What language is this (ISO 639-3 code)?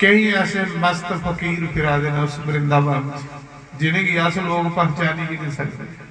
doi